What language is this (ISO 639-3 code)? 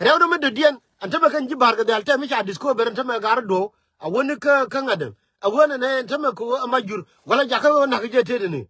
nus